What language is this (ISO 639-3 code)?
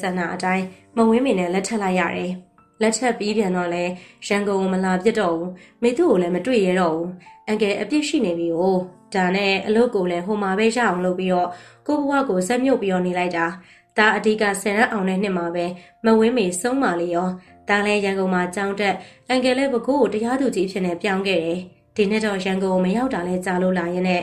mya